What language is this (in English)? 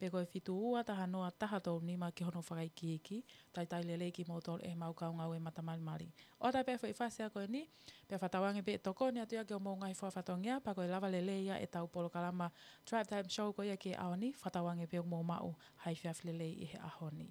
Tongan